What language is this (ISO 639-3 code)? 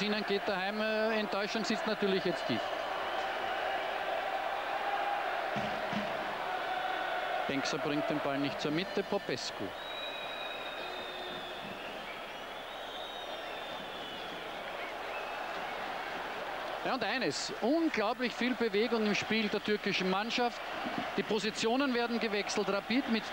deu